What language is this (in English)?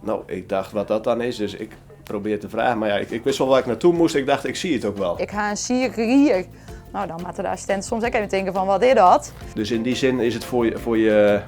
Western Frisian